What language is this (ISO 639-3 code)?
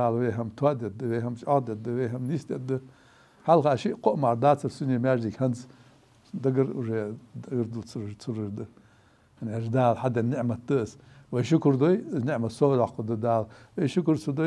inh